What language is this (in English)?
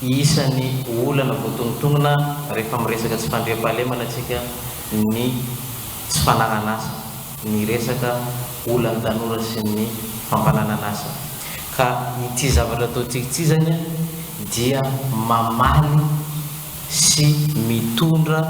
Malagasy